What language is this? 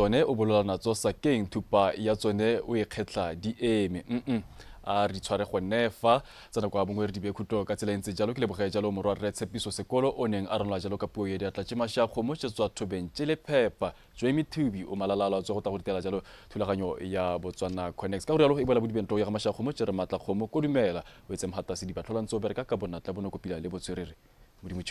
Tswana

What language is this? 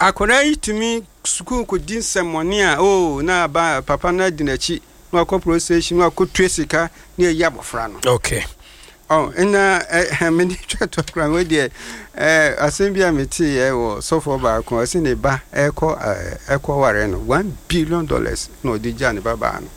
Akan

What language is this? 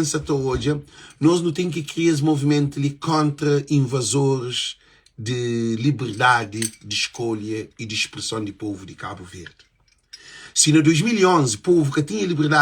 Kabuverdianu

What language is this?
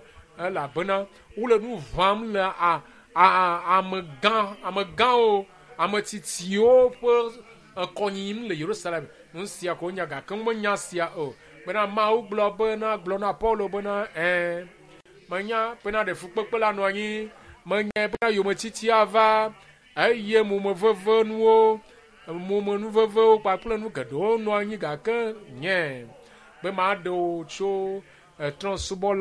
Ewe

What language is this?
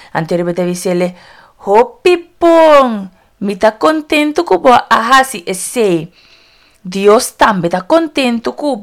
Papiamento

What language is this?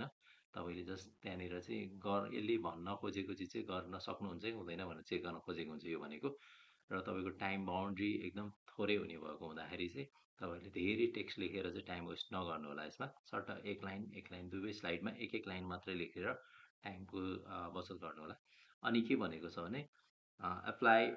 Nepali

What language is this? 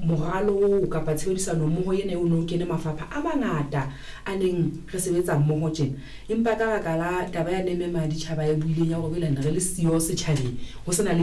Southern Sotho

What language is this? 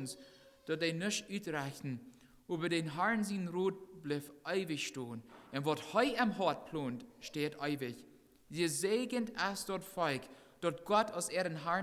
Plautdietsch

